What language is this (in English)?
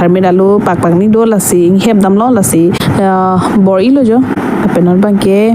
Karbi